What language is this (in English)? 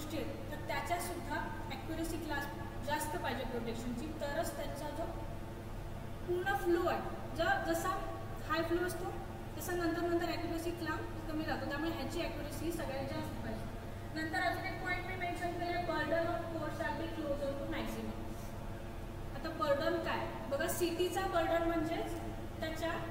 Marathi